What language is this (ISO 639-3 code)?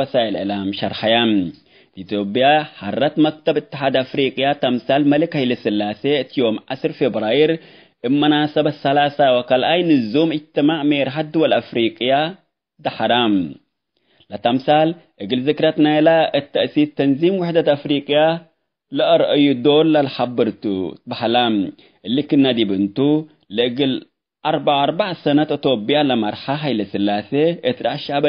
tig